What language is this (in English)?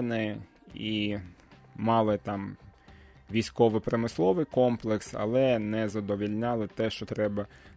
Ukrainian